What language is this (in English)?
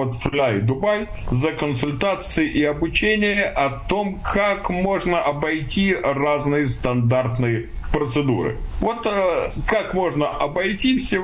Russian